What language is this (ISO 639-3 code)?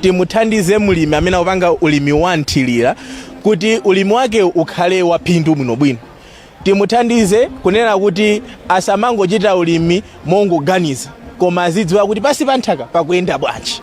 nya